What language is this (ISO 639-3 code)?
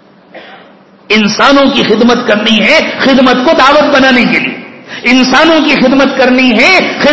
urd